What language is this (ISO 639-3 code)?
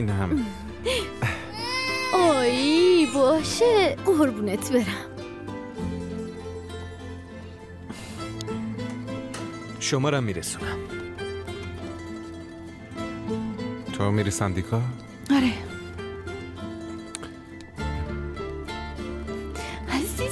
fas